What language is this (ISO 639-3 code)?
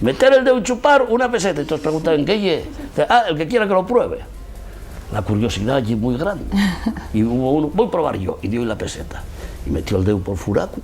ast